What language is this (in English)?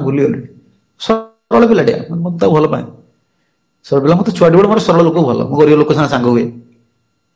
Odia